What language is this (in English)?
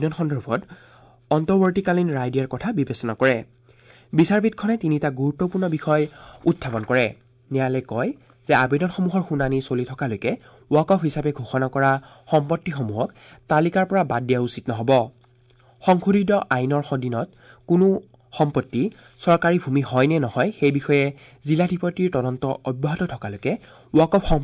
Assamese